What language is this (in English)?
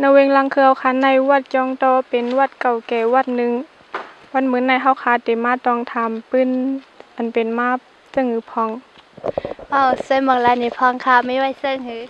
Shan